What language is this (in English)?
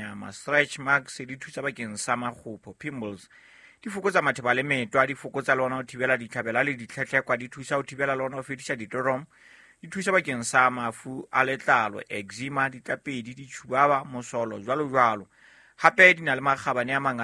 Southern Sotho